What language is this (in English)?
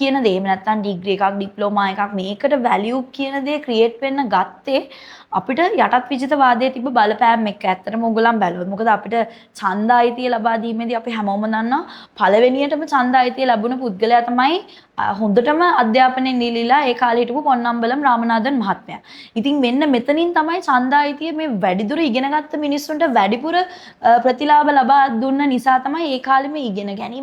Sinhala